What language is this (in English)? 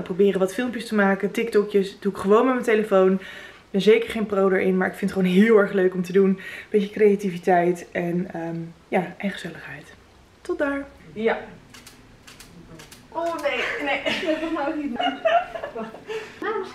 Dutch